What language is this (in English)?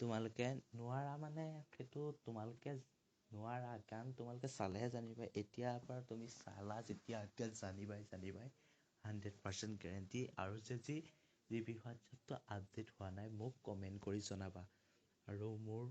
Assamese